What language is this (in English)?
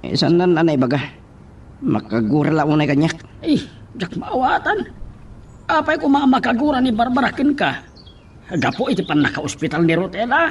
Iloko